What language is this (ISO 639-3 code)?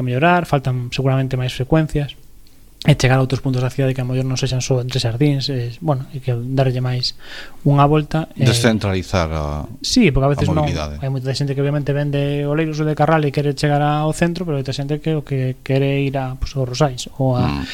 glg